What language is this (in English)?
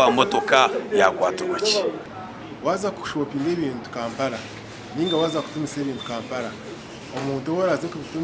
Nyankole